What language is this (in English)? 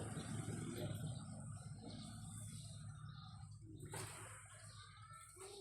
Northeastern Thai